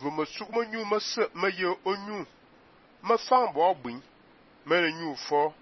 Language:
Fang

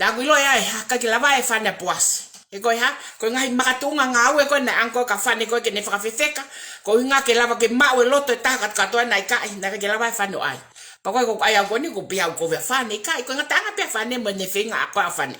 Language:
Tongan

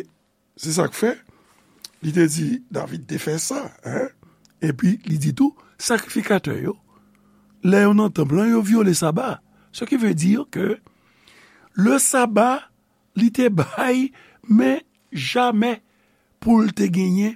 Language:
Haitian Creole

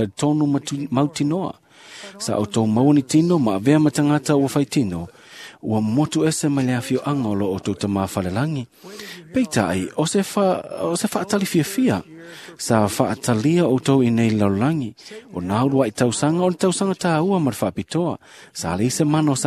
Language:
Samoan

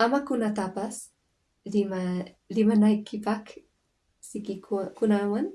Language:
Quechua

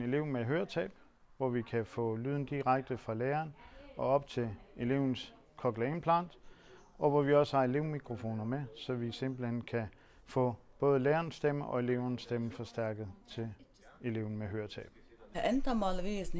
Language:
Faroese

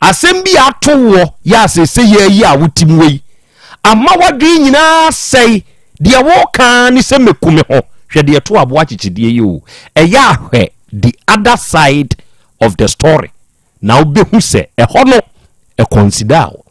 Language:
Akan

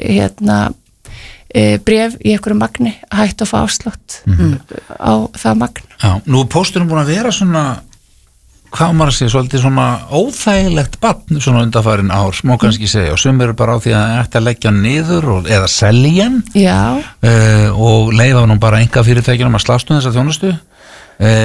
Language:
Icelandic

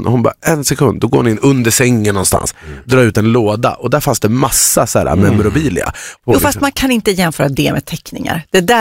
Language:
Swedish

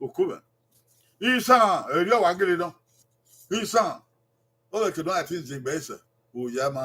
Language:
Bini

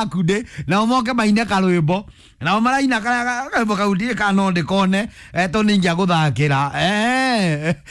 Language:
Kikuyu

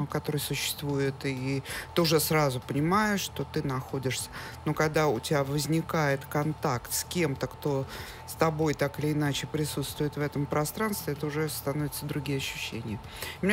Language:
Russian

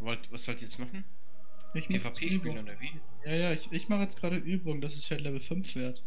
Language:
Swiss German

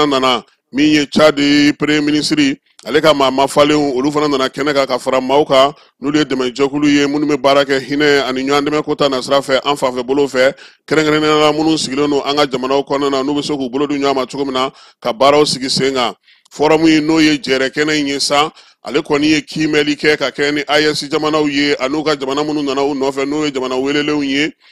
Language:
Bambara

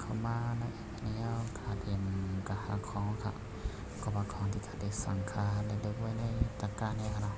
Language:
Shan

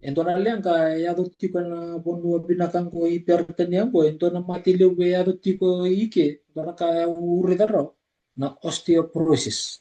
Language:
Fijian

